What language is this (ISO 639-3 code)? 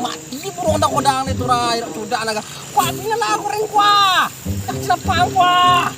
min